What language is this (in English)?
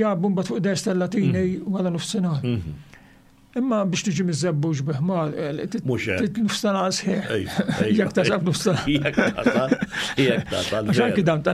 Maltese